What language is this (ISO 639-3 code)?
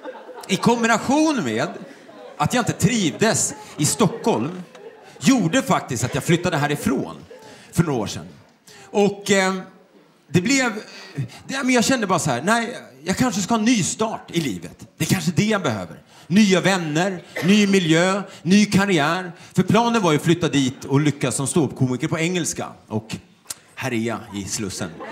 swe